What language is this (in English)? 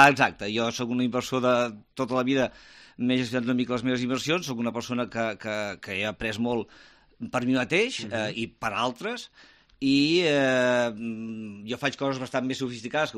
Catalan